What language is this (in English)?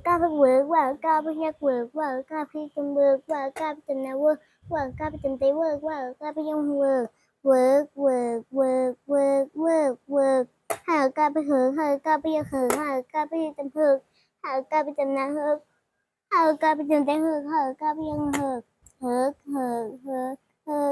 Shan